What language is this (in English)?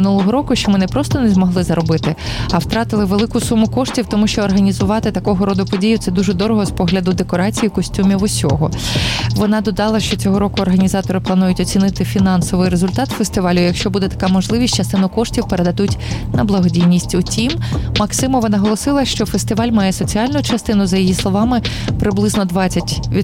Ukrainian